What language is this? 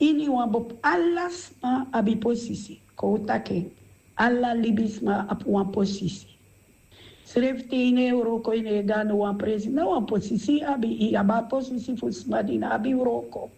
Sranan Tongo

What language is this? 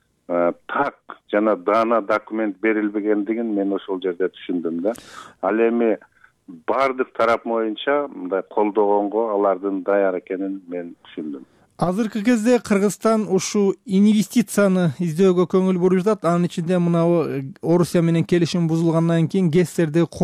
Kyrgyz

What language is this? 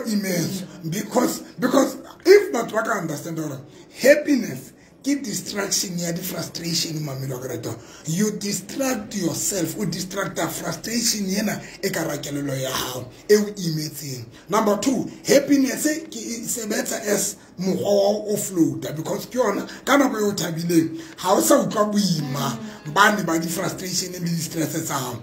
Tswana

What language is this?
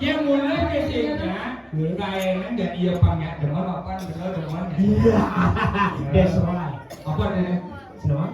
Balinese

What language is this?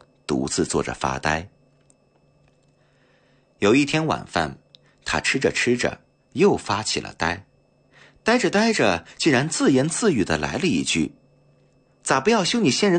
Chinese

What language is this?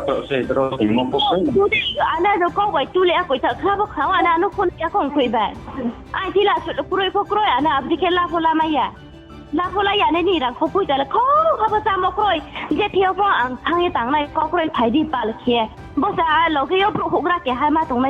Riang (India)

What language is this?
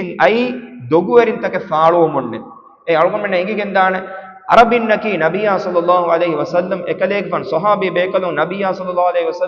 Divehi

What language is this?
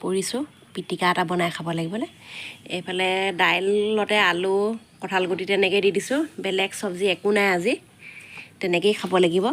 Assamese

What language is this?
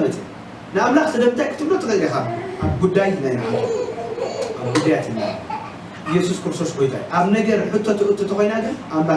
Tigrinya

